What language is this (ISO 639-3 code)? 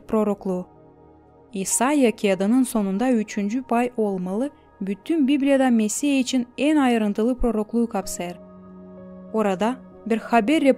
gag